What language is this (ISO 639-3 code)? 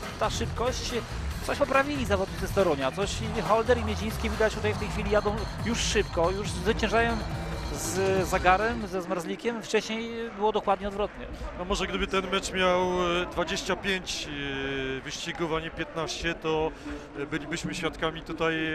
pol